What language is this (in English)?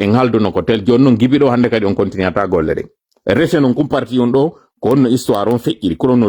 Fula